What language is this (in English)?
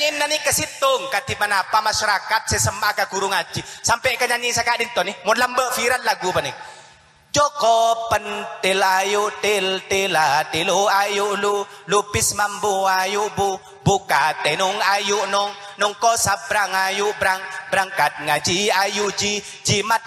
Madurese